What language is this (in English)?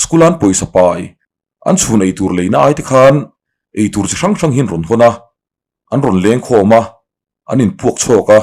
Mizo